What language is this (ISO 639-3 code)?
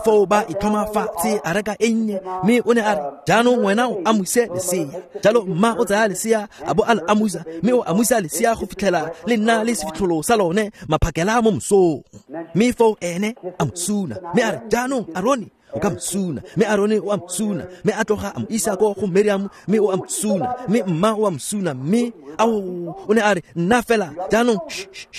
tsn